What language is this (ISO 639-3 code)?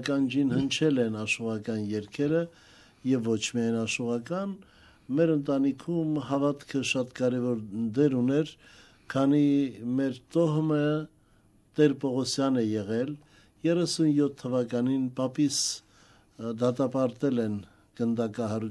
hye